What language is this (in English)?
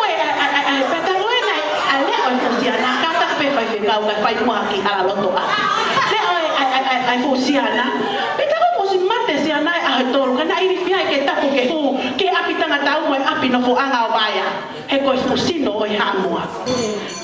Tongan